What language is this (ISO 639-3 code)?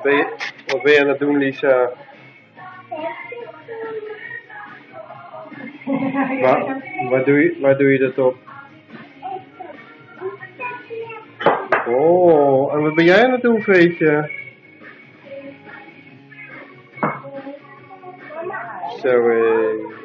nld